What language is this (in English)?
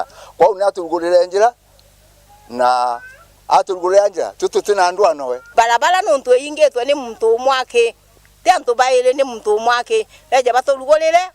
Meru